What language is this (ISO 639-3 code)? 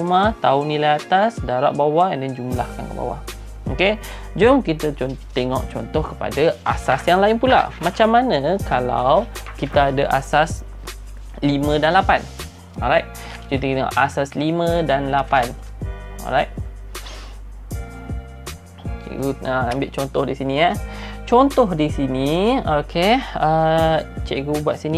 msa